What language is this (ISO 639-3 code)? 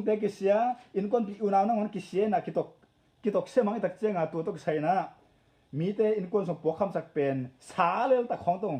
ctd